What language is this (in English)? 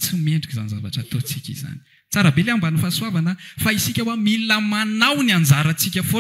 Malagasy